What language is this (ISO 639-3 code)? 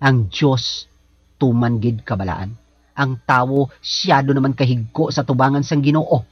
hil